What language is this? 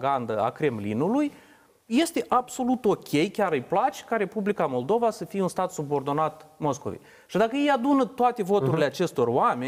Romanian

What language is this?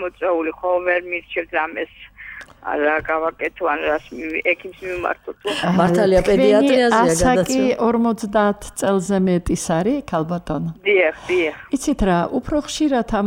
Georgian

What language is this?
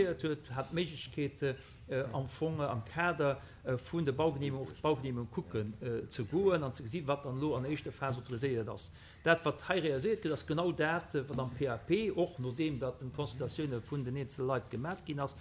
Luxembourgish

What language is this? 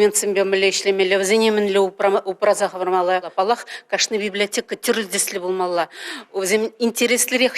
Chuvash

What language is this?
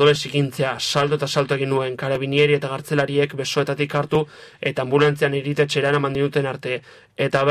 Basque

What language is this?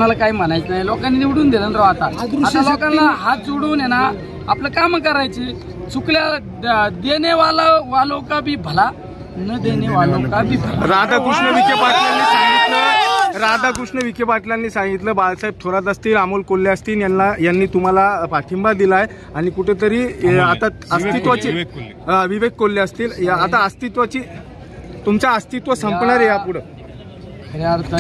Marathi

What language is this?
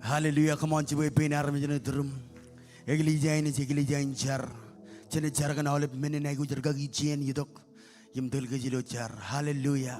Marshallese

